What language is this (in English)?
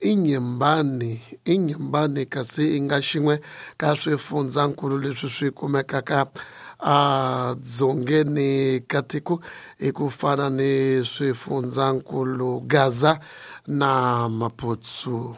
Tsonga